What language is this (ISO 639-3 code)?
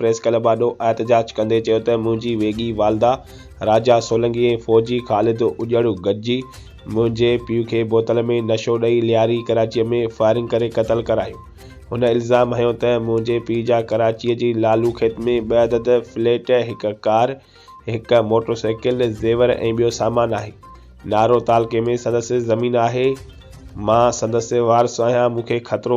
snd